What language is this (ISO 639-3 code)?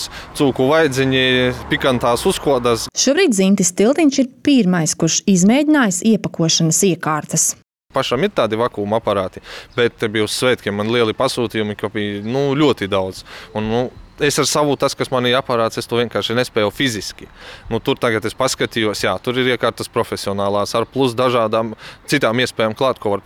lav